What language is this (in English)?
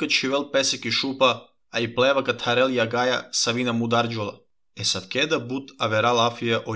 Macedonian